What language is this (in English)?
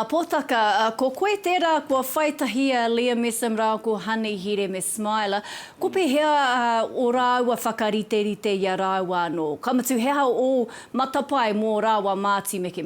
Māori